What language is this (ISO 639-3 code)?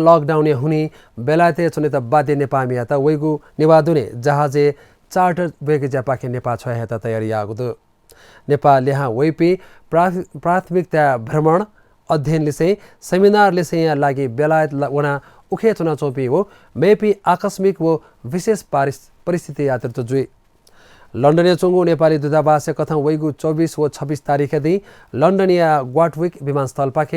new